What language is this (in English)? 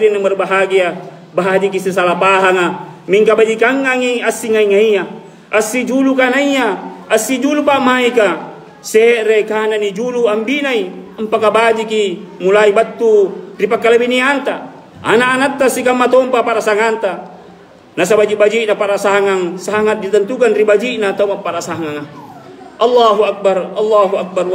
Makasar